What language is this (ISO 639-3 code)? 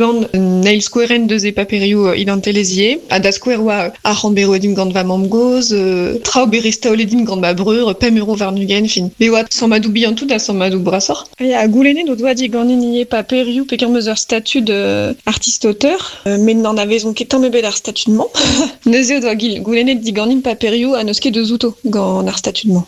bre